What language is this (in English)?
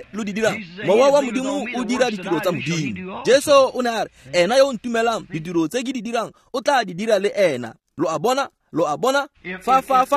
Tswana